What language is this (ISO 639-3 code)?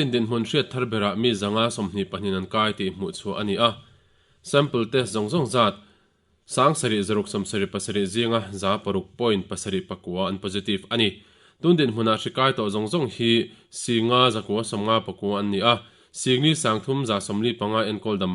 lus